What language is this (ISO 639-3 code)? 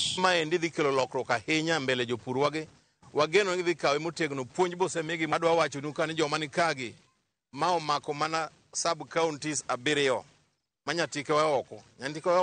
luo